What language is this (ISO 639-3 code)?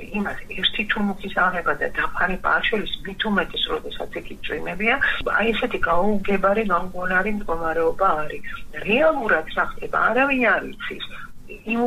kat